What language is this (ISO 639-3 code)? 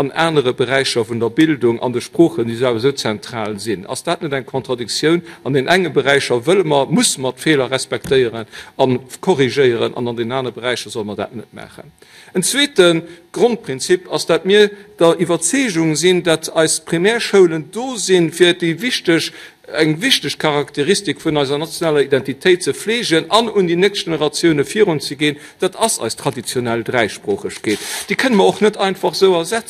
ltz